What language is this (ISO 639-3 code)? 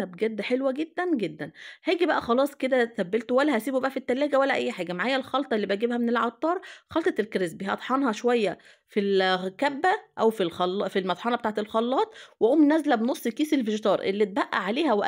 arz